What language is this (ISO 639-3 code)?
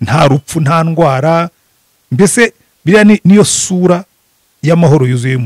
kin